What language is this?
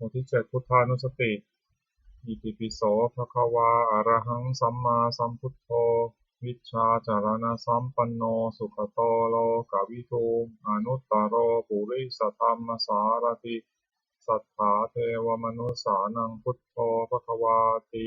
Pali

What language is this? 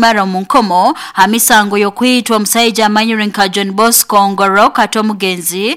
Nyoro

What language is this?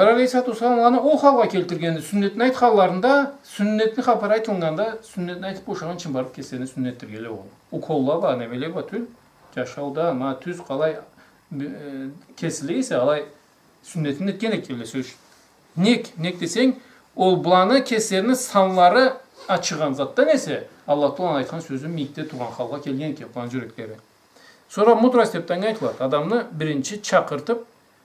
Karachay-Balkar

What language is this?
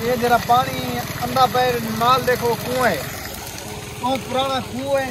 Saraiki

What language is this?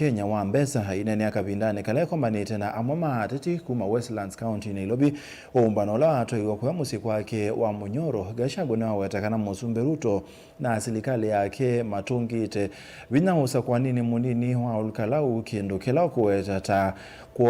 Kamba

